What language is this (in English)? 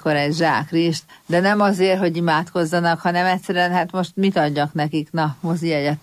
Hungarian